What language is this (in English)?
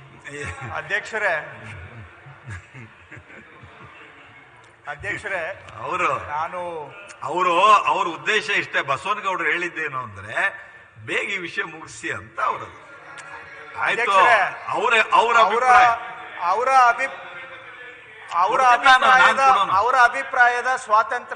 Kannada